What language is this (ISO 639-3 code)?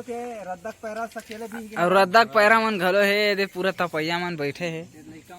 hne